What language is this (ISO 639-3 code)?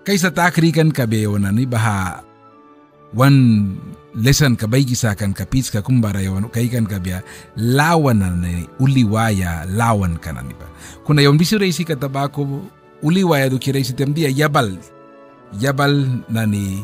miq